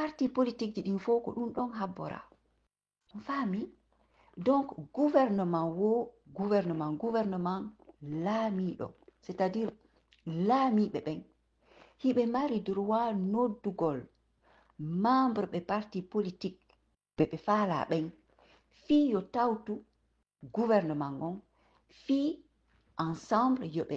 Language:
Fula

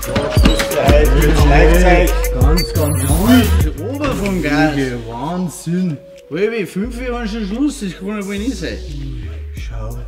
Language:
Bavarian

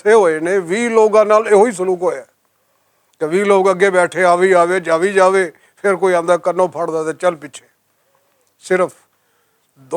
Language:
Western Panjabi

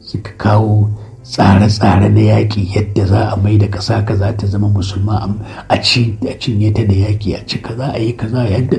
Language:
Hausa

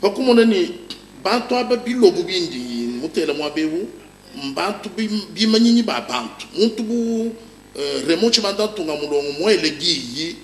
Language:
Luba-Lulua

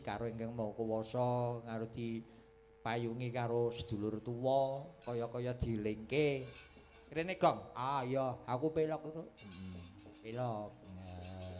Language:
Javanese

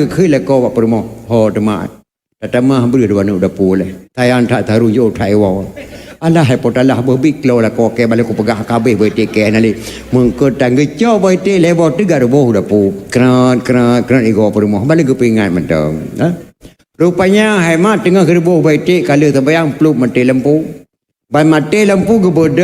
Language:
Achinese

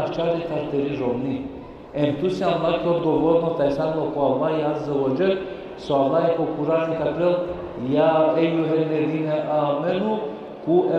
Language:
Balkan Romani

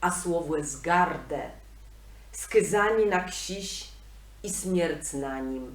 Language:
Kashubian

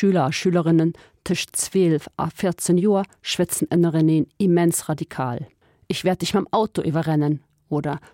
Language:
Luxembourgish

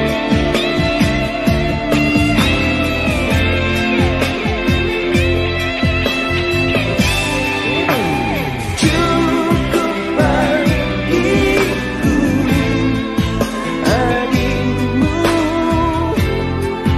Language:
Indonesian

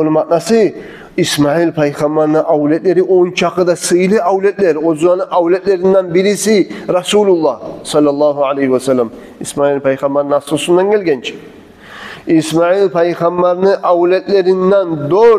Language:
Kumyk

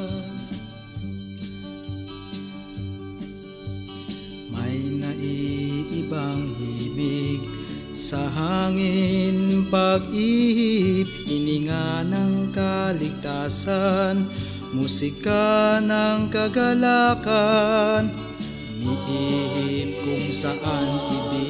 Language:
Filipino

